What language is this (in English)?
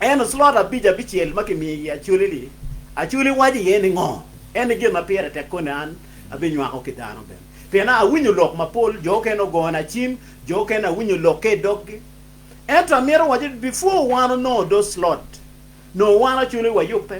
Acoli